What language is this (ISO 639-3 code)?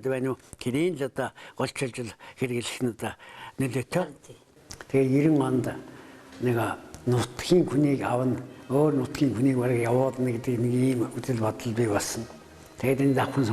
mon